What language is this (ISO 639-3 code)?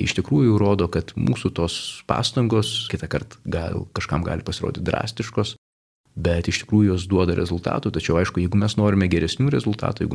lit